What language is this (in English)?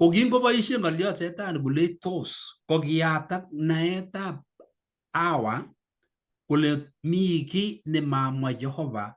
Kalenjin